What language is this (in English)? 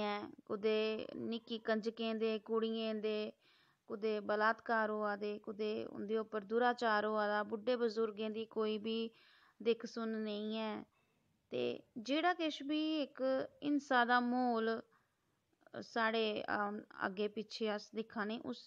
Dogri